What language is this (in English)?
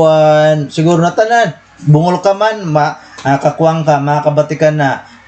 Waray